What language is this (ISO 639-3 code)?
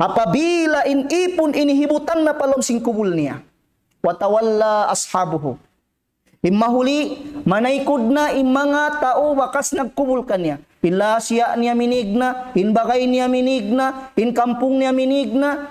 tsg